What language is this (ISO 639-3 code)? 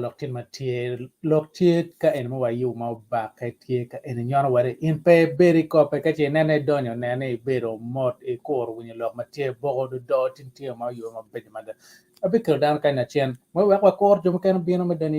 ach